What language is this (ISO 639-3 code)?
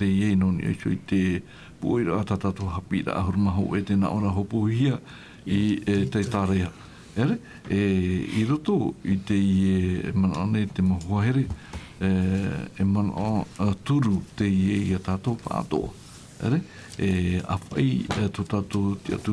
tah